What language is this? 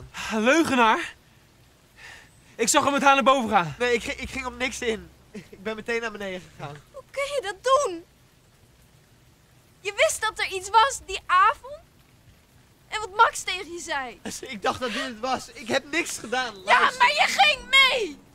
Dutch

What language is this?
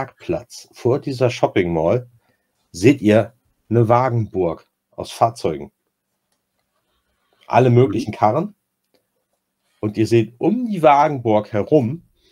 German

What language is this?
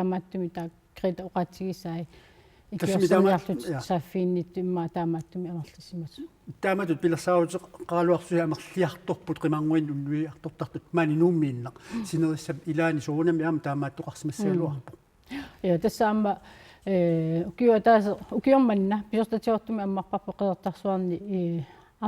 Kalaallisut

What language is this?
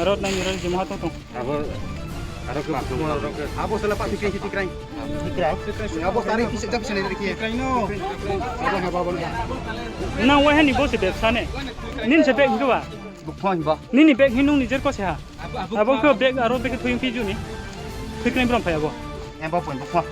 Riang (India)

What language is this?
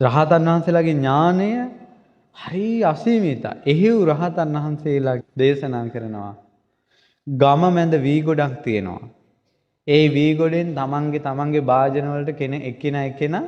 Sinhala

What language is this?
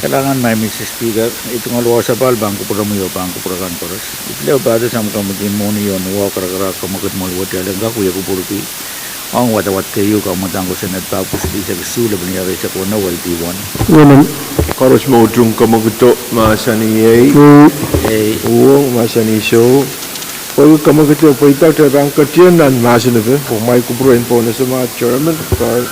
Pohnpeian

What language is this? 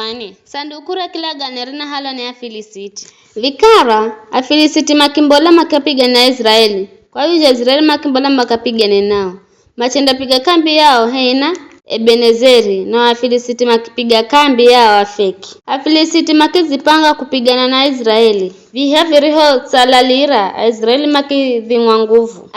Giryama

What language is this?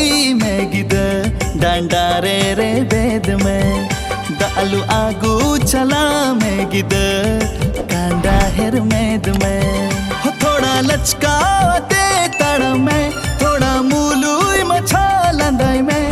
Santali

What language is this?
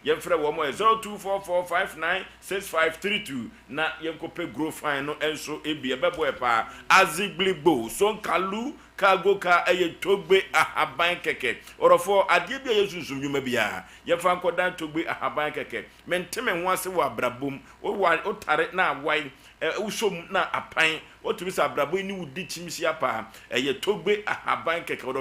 Akan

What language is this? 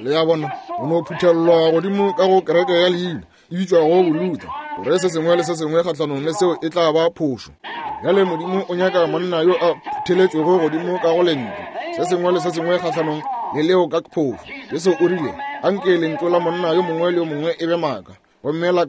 Northern Sotho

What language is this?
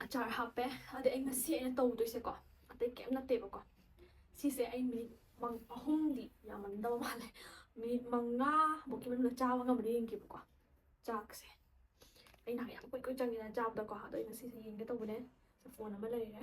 Manipuri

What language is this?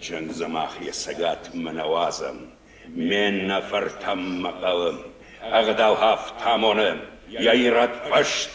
Ossetic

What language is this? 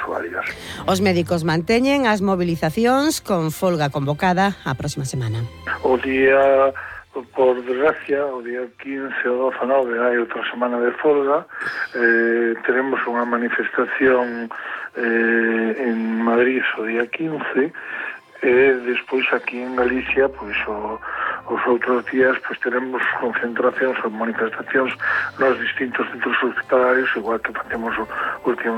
Galician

